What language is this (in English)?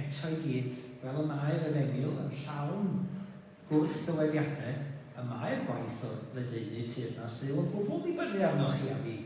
Welsh